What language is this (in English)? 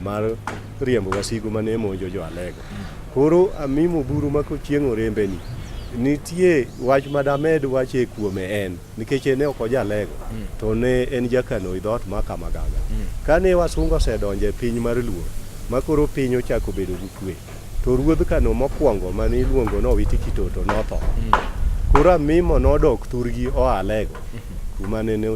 Luo (Kenya and Tanzania)